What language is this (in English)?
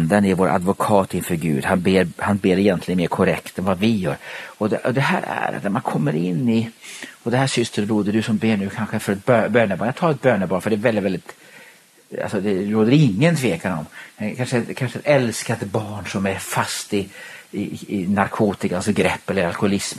Swedish